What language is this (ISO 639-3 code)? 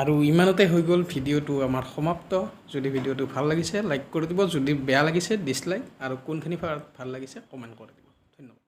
asm